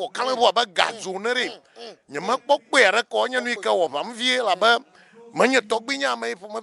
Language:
Ewe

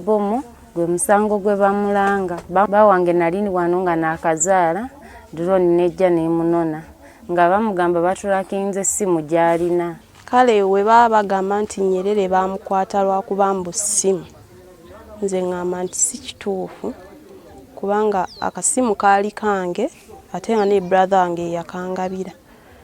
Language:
Ganda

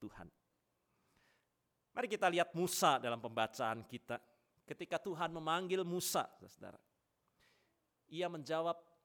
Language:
Indonesian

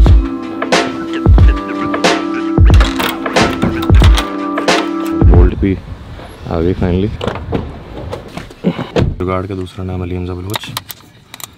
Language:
Hindi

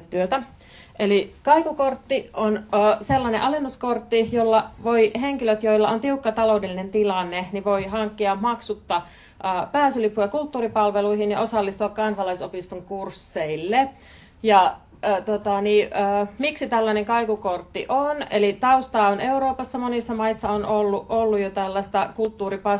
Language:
Finnish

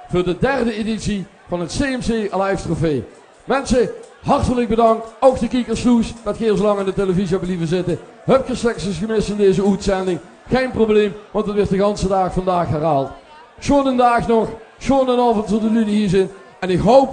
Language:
Limburgish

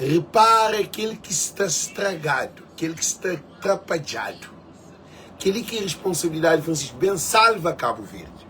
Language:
Kabuverdianu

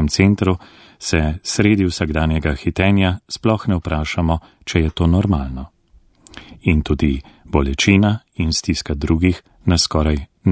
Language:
Slovenian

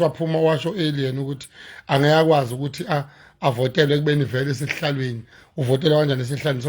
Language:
Zulu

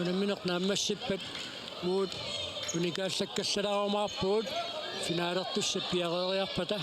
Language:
Kalaallisut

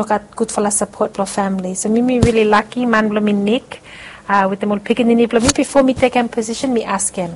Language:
Bislama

